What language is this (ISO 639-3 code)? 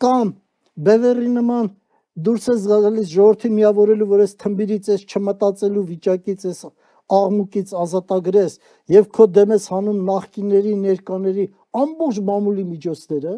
hye